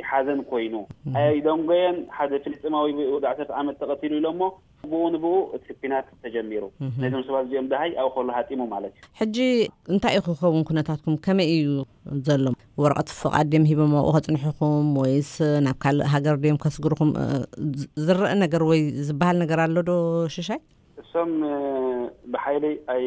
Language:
Tigrinya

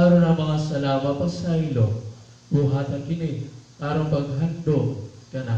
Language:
Cebuano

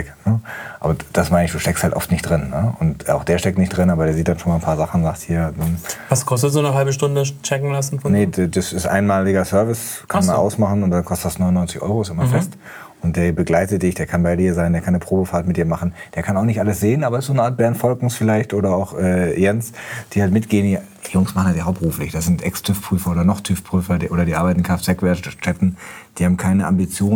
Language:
German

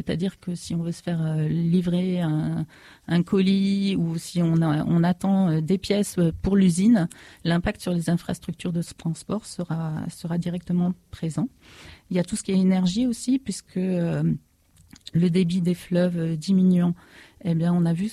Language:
French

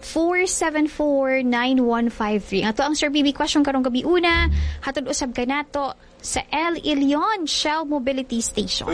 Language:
Cebuano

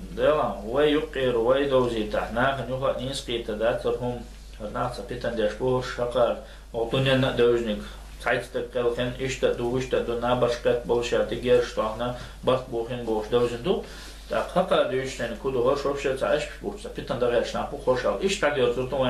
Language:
Chechen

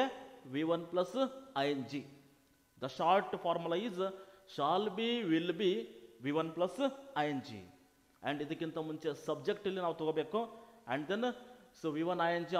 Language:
Kannada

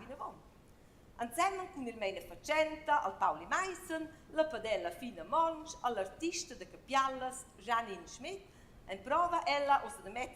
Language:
Romansh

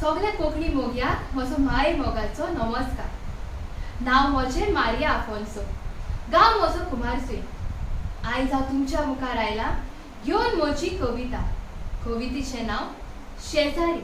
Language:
Konkani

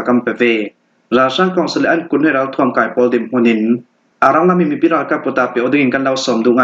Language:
Falam Chin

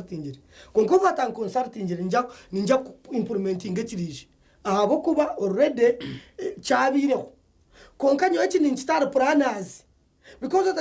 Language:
Nyankole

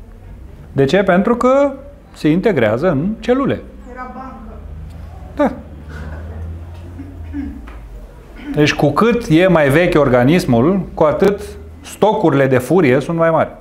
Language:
Romanian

